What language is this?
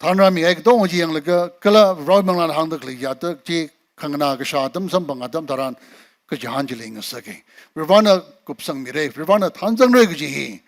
Tangkhul Naga (India)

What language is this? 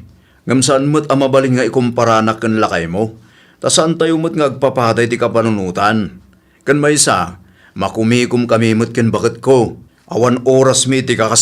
Iloko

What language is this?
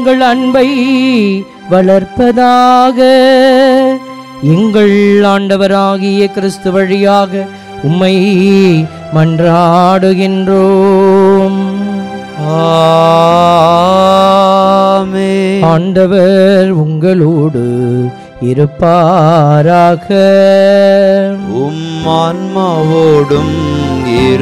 Tamil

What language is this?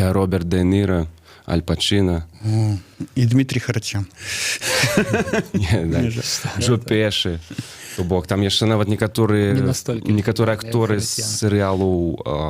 Belarusian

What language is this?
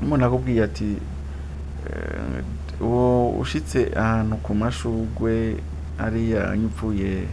Rundi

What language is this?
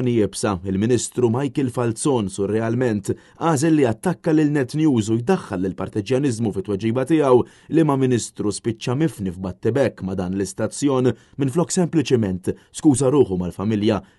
Maltese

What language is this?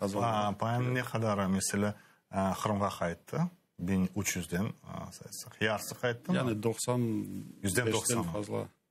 Crimean Tatar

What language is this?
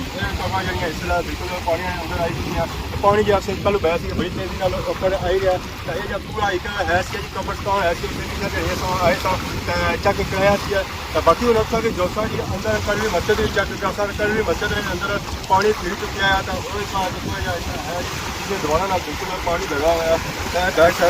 Pahari-Potwari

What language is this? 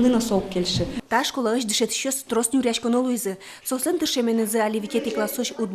Udmurt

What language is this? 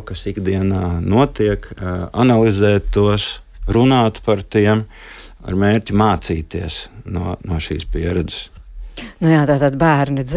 Latvian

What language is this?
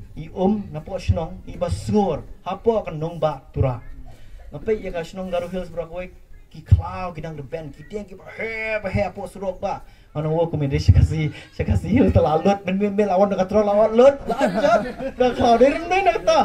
Khasi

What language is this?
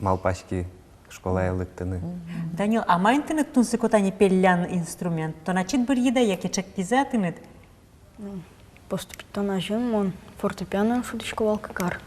Udmurt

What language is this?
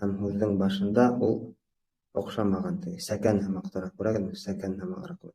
Bashkir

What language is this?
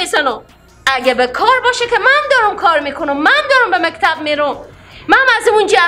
Persian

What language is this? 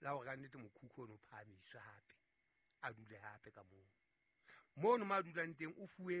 Southern Sotho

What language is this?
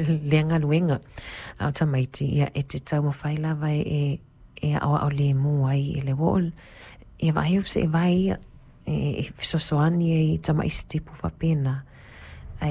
Samoan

